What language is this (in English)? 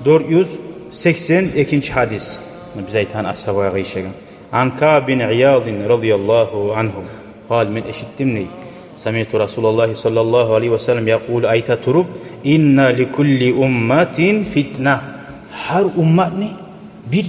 Kumyk